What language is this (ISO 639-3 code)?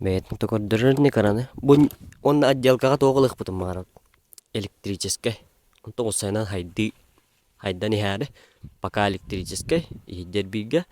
sah